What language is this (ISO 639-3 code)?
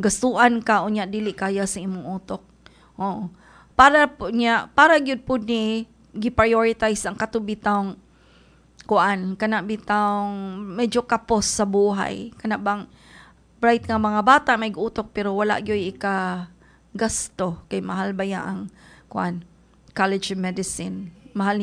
ceb